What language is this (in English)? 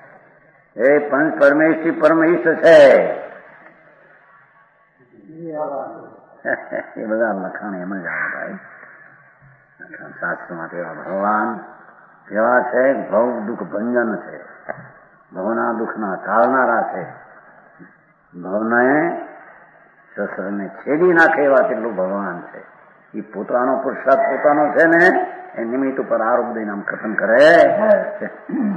Gujarati